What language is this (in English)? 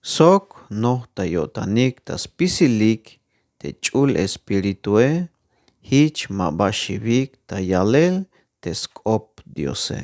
Tzeltal